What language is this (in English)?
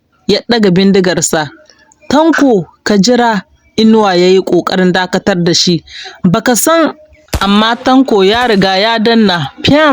Hausa